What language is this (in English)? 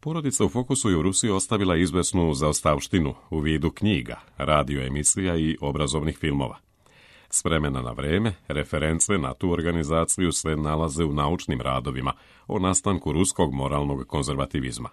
Serbian